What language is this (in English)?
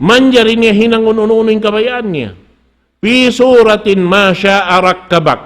Tausug